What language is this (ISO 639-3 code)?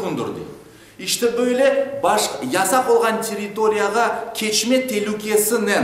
crh